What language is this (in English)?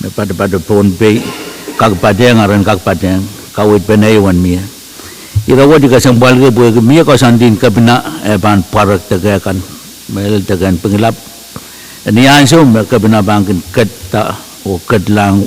Pohnpeian